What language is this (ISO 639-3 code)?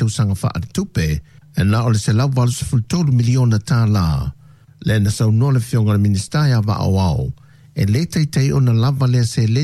smo